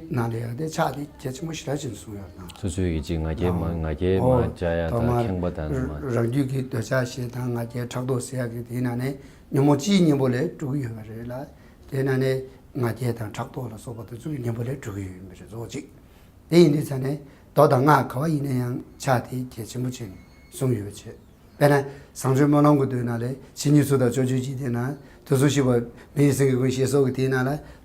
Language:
Tibetan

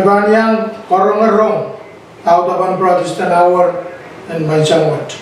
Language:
Pohnpeian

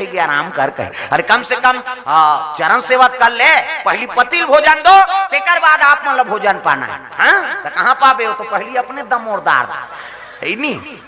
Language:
Chhattisgarhi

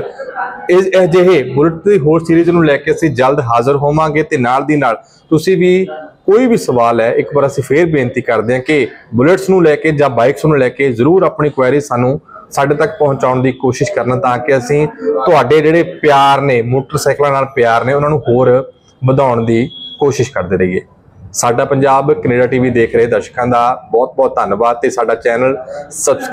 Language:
Punjabi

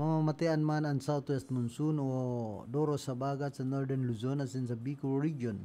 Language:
Bikol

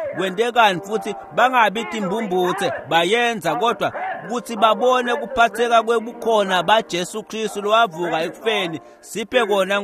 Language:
Swati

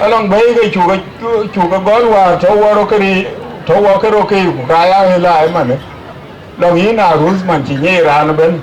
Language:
Dinka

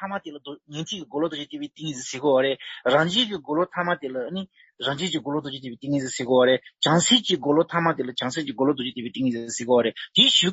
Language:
Tibetan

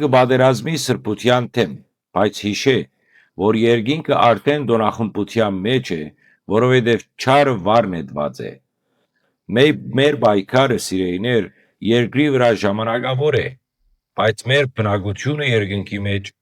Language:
Western Armenian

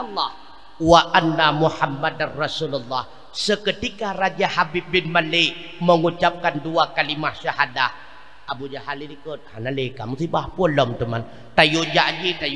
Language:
Achinese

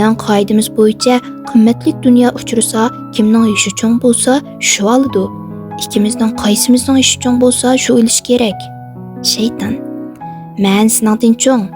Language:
Uyghur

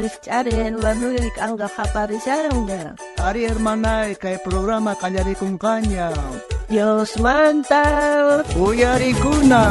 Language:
South Bolivian Quechua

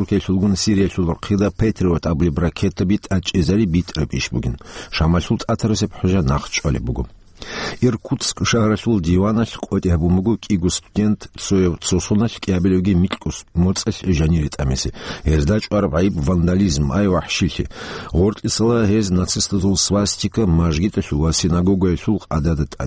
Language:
Avaric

